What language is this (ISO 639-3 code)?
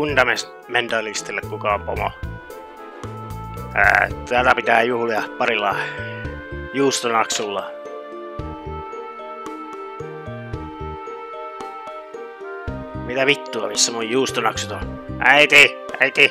fin